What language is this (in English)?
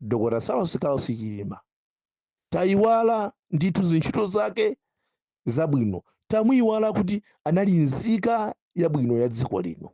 Nyanja